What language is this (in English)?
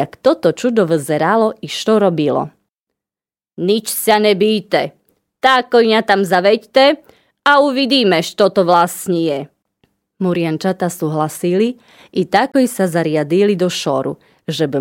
Slovak